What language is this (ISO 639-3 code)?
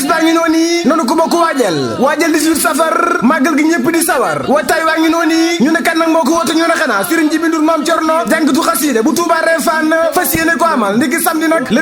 wol